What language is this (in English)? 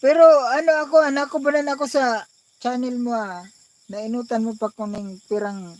Bikol